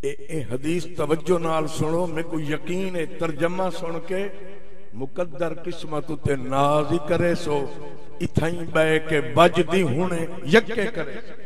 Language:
Saraiki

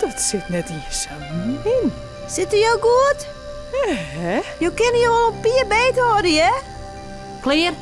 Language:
Western Frisian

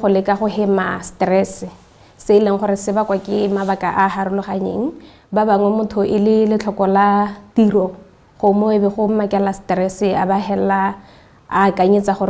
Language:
Tswana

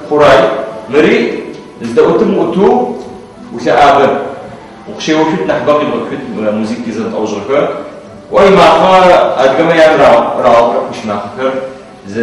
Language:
Adyghe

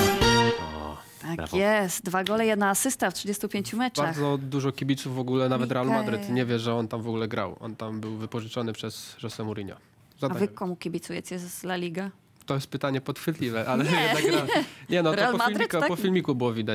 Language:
Polish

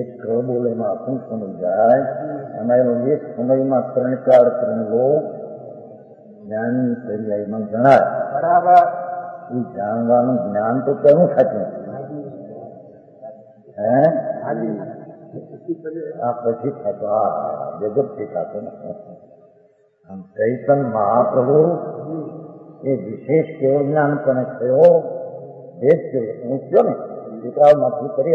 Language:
Gujarati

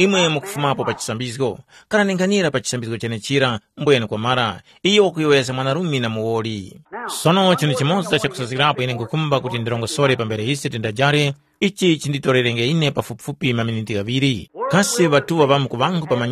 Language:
Tumbuka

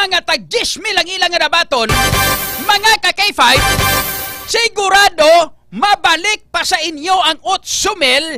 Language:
Hiligaynon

